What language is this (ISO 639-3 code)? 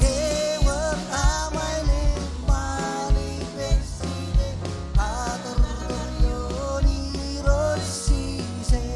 mah